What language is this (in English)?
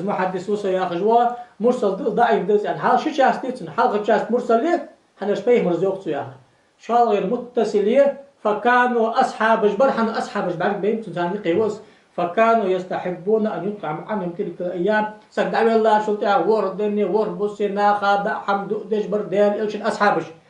Ingush